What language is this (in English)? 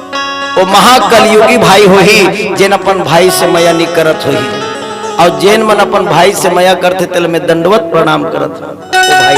Chhattisgarhi